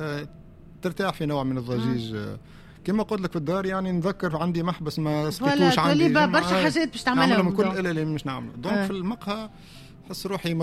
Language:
Tunisian Arabic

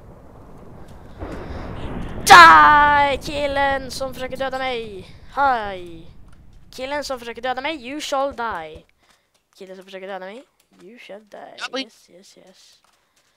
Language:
Swedish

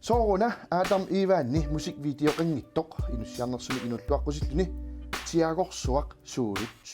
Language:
Kalaallisut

